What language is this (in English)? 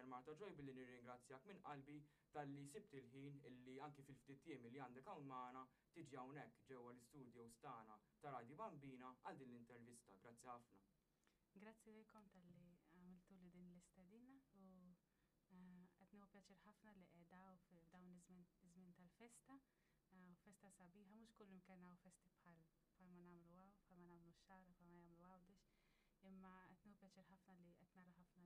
Maltese